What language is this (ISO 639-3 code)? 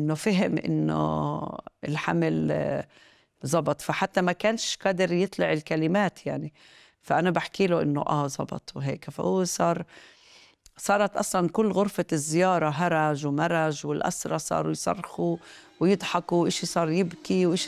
apc